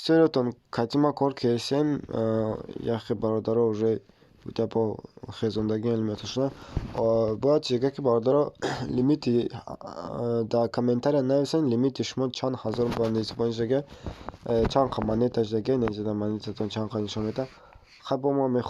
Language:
Tajik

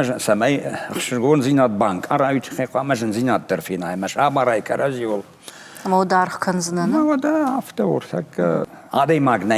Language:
Ossetic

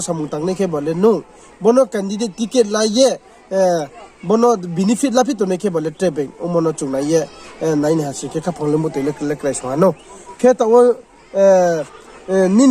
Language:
Riang (India)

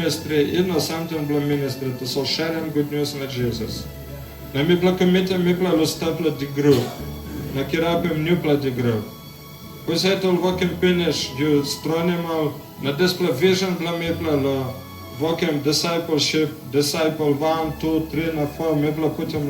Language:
Tok Pisin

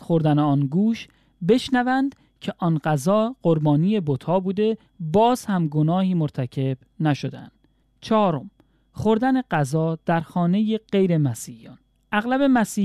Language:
Persian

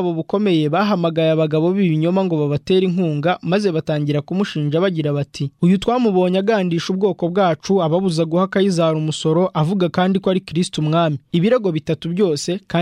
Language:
Kinyarwanda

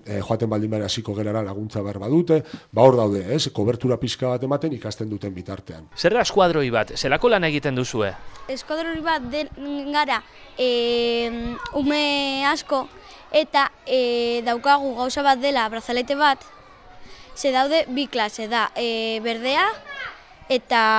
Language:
Basque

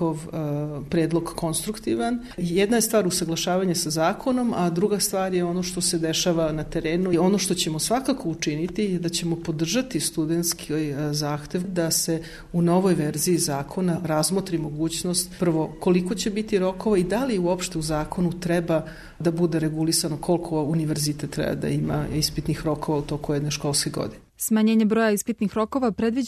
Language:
Serbian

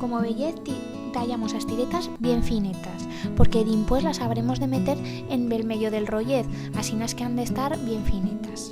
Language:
Aragonese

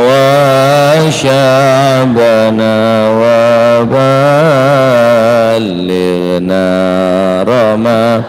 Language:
Madurese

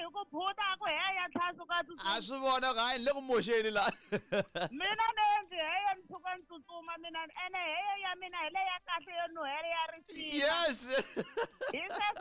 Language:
Tsonga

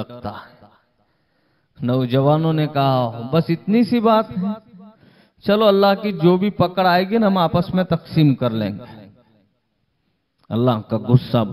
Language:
Hindi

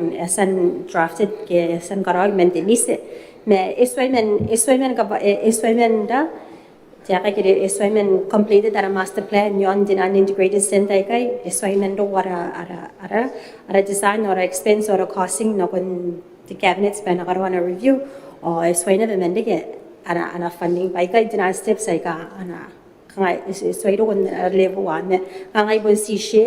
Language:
Gilbertese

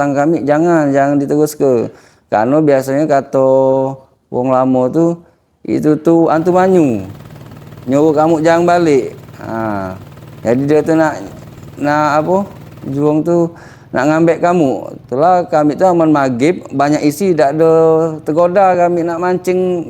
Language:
Musi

